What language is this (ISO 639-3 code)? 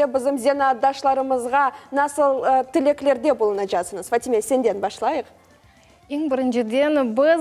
crh